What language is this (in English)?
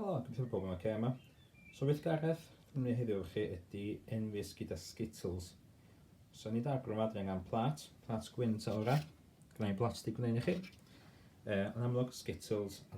Welsh